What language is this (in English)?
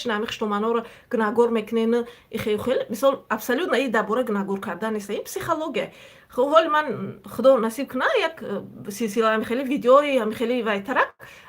Tajik